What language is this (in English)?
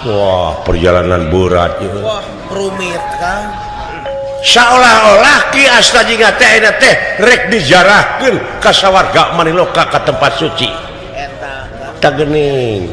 Sundanese